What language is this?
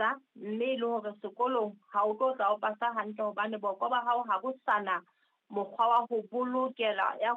Southern Sotho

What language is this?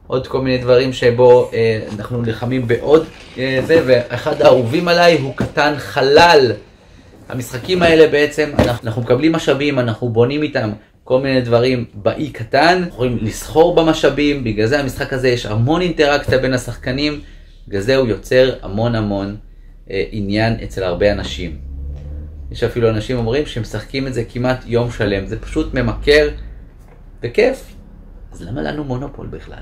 Hebrew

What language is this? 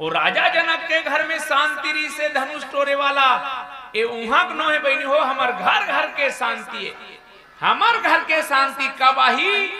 Chhattisgarhi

